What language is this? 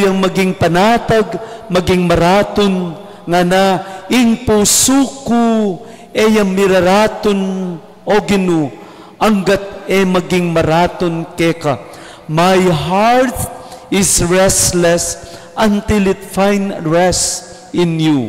Pampanga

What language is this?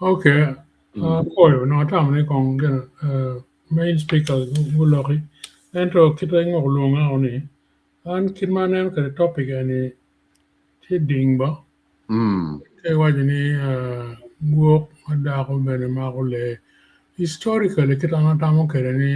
Acoli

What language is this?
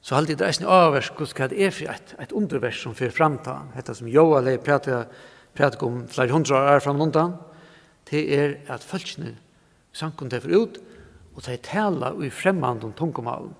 Faroese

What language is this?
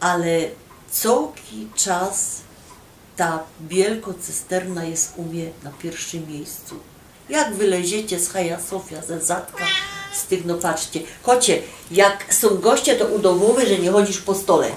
Silesian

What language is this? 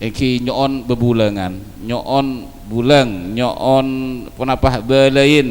Madurese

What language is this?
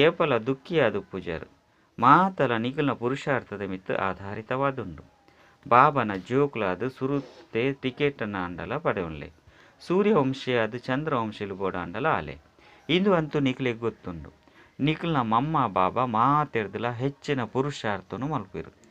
Tulu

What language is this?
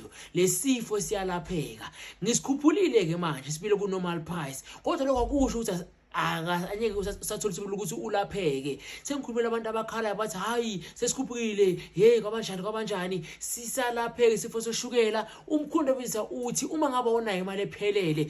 Zulu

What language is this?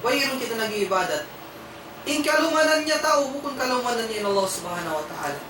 Tausug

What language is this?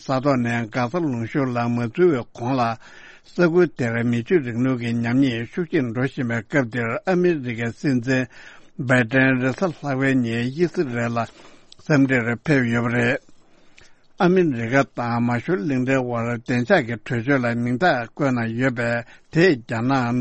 Tibetan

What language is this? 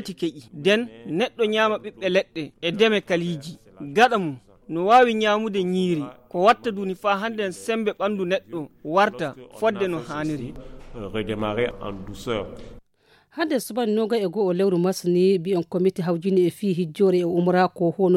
Nigerian Fulfulde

